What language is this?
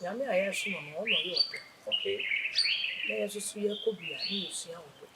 Akan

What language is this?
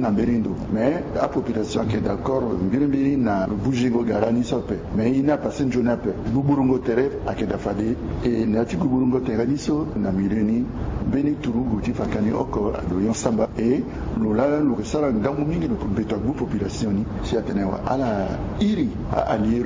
Sango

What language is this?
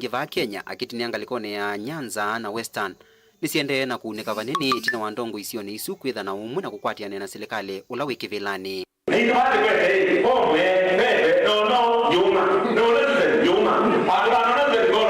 Kamba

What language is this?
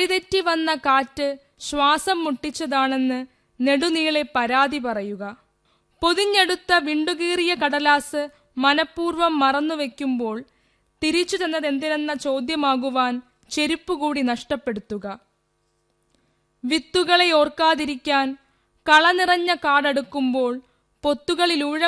Malayalam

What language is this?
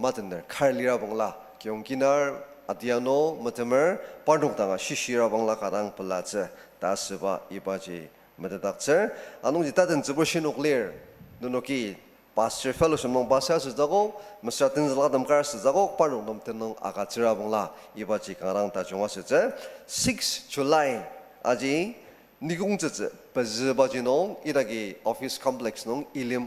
Ao Naga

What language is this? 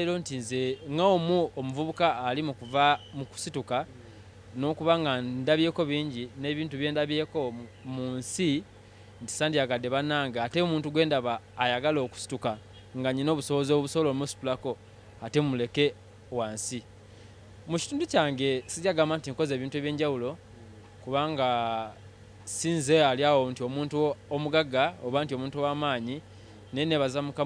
Ganda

